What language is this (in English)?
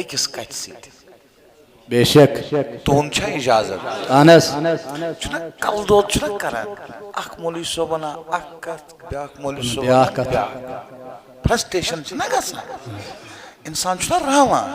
Kashmiri